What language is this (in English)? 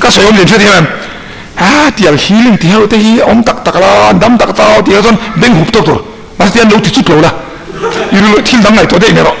Mizo